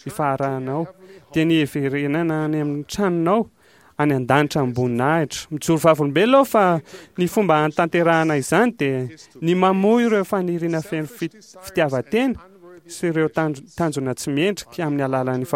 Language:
Malagasy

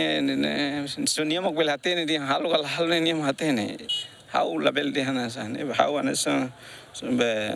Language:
Tetum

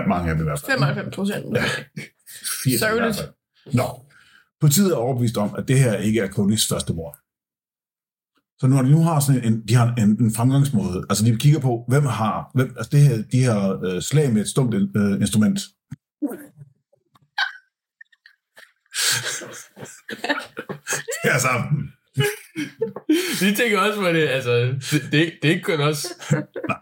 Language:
Danish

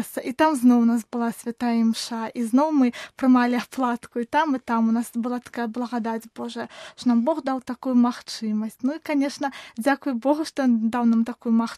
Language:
Belarusian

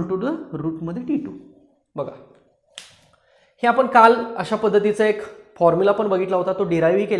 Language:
Marathi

